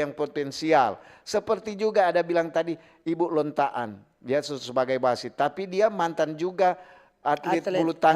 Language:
Manado Malay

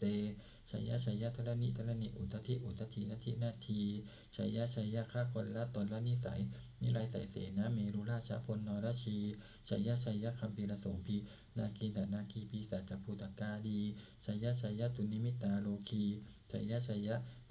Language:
Pali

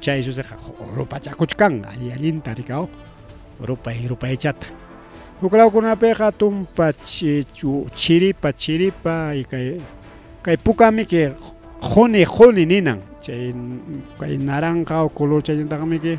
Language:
Ayacucho Quechua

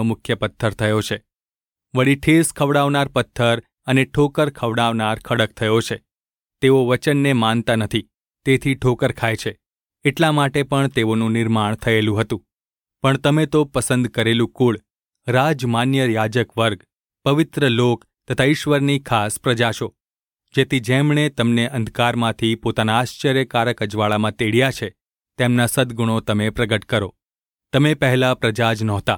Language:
Gujarati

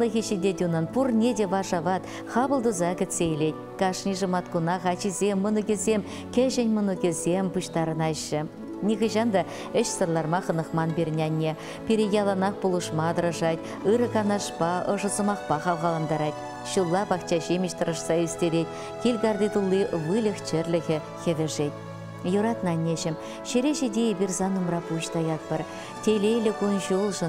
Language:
Chuvash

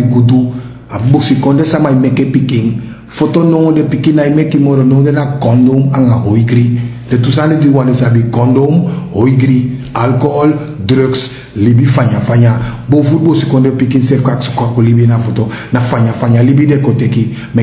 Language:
Sranan Tongo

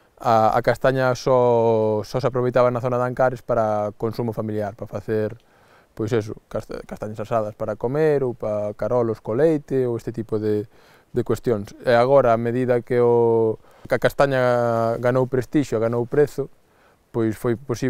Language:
Galician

